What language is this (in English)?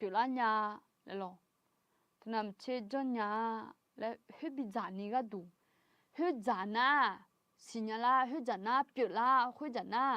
Akha